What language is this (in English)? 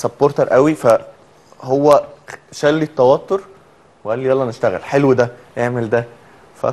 Egyptian Arabic